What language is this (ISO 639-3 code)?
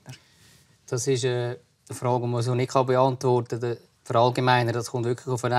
gsw